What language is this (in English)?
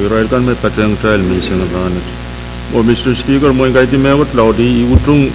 Pohnpeian